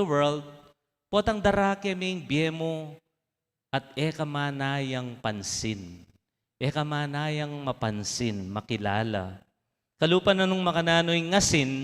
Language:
Pampanga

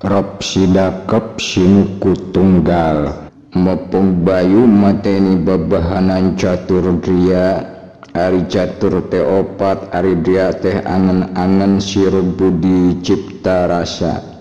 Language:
Sundanese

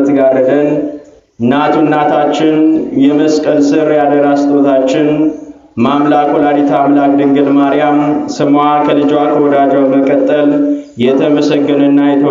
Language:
Amharic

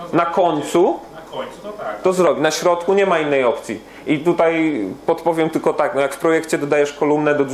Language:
Polish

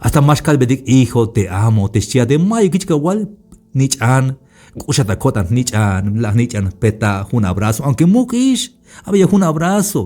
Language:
Tzeltal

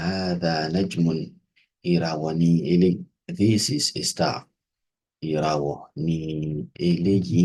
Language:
Yoruba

